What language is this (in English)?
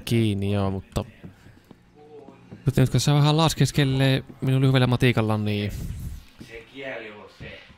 Finnish